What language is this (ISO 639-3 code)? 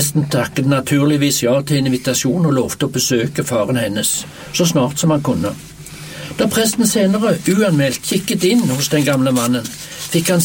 nor